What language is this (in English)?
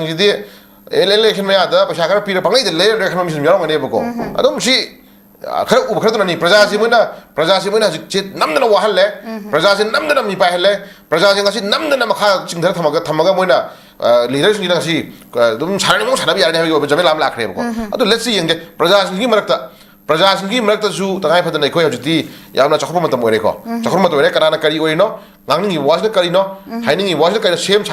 Manipuri